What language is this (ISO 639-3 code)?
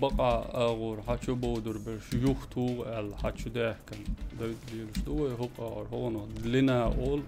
che